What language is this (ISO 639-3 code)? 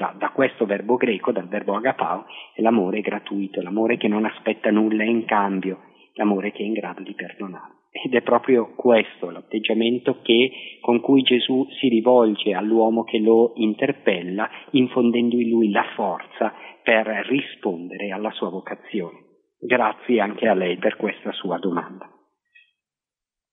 ita